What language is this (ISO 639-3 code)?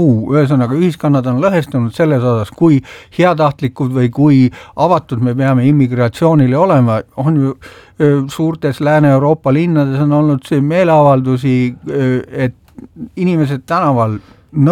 est